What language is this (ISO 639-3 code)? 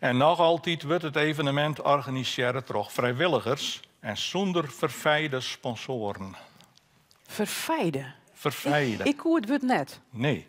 fry